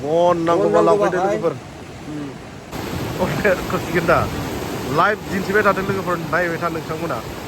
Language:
Bodo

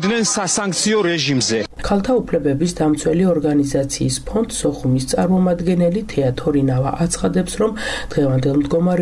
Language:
Georgian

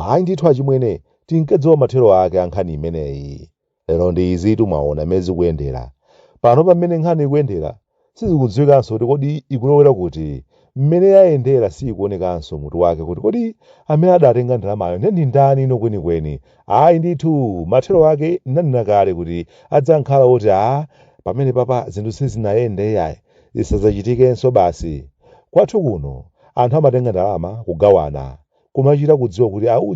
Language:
Nyanja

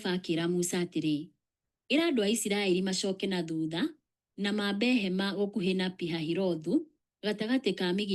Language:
Kikuyu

